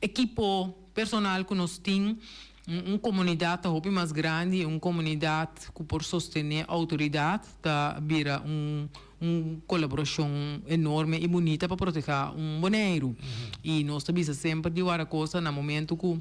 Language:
Papiamento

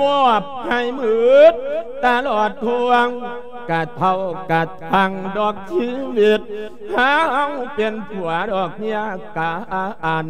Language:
Lao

